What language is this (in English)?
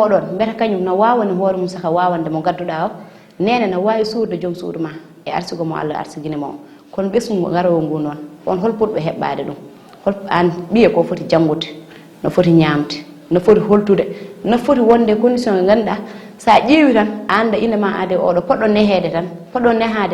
Fula